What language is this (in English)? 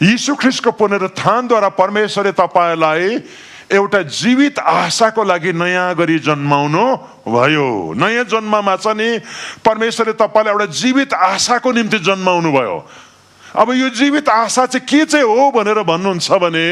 Nepali